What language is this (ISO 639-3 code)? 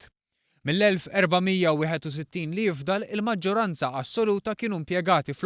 mlt